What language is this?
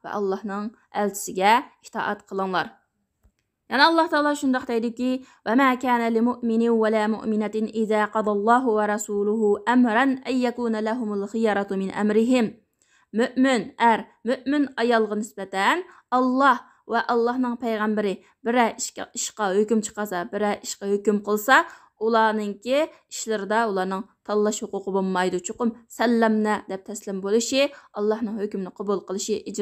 Uyghur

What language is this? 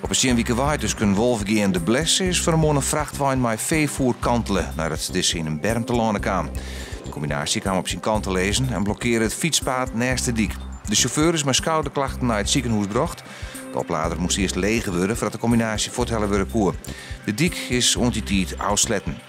Western Frisian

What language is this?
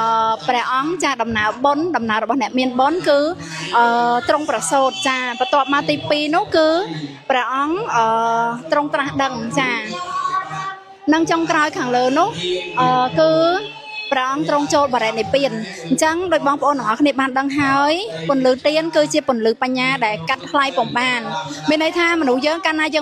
Khmer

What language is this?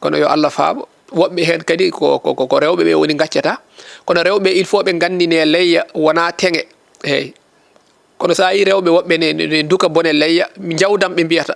Fula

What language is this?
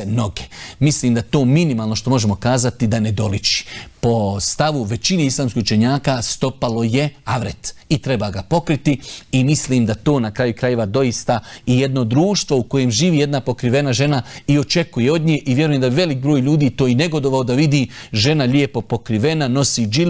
Bosnian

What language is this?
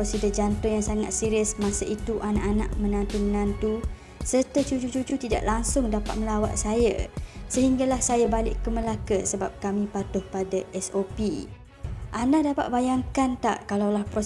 Malay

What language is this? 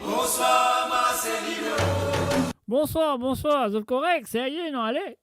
Morisyen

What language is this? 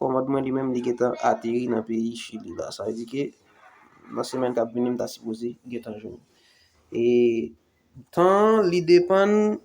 Haitian Creole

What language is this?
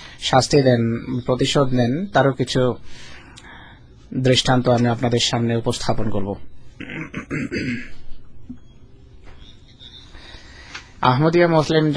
Bangla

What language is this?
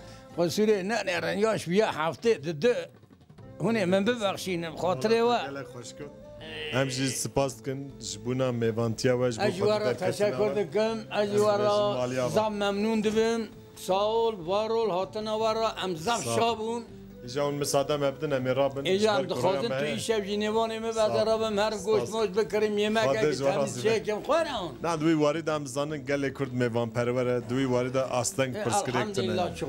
Kurdish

